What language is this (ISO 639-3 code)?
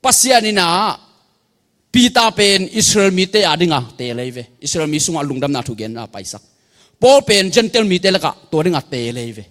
ctd